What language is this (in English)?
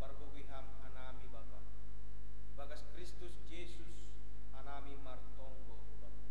Batak Simalungun